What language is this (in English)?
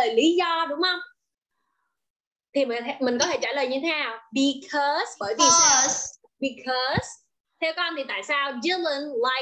Vietnamese